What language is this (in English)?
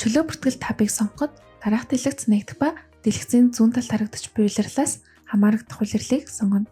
Mongolian